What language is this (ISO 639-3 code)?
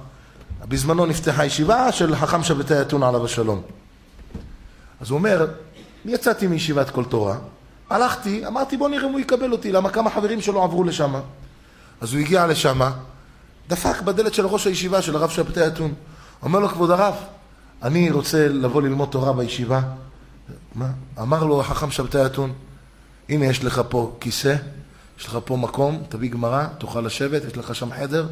heb